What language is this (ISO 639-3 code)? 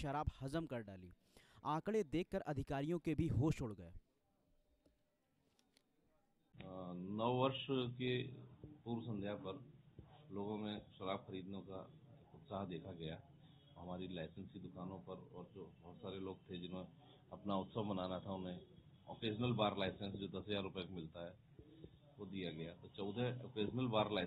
hin